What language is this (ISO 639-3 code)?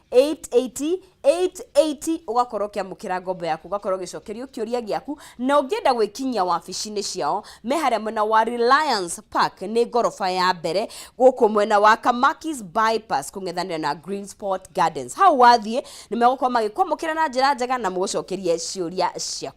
kik